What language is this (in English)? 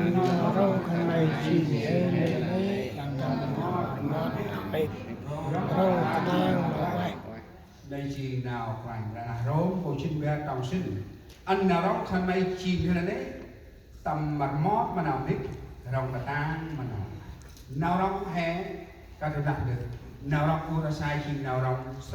Central Mnong